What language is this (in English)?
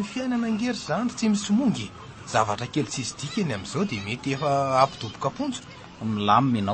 Malagasy